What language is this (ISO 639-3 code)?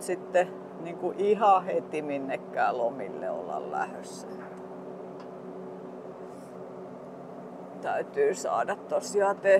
fin